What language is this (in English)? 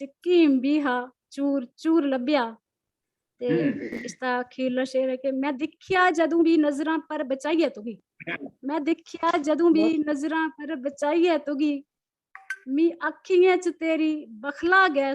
Dogri